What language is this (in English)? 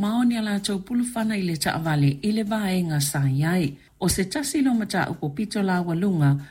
Samoan